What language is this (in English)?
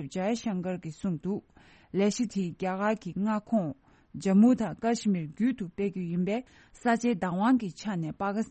Tibetan